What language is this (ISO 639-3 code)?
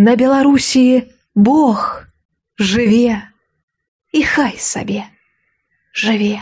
bel